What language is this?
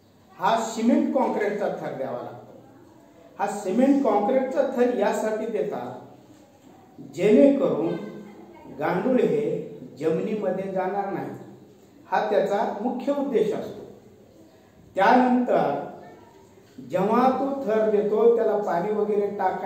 Marathi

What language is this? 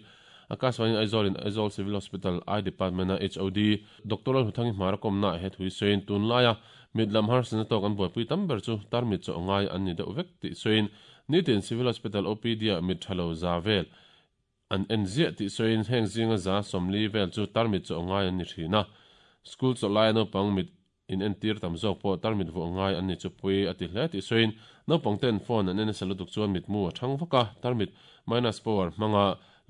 Mizo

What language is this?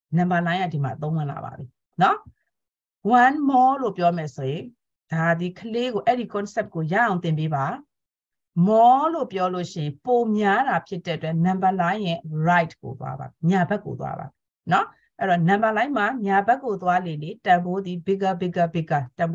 Burmese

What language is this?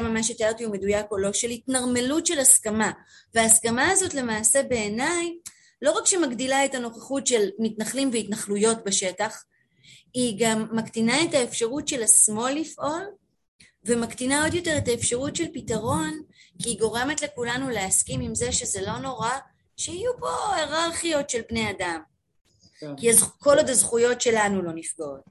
Hebrew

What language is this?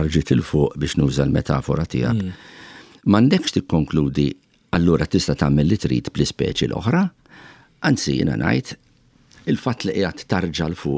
Maltese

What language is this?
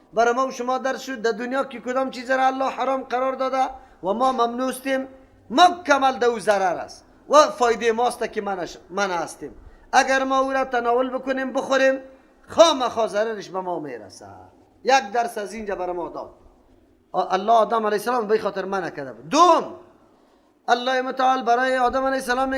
Persian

